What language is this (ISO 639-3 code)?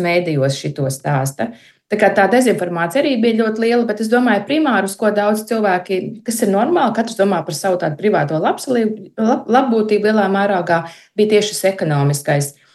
lav